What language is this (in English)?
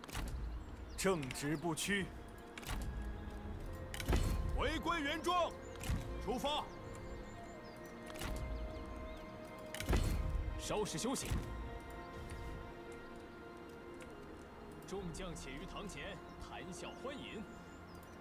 Vietnamese